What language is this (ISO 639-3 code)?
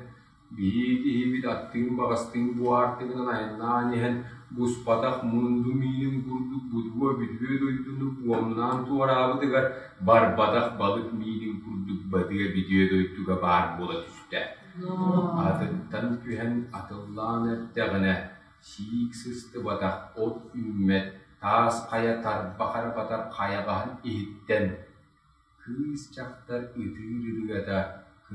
sah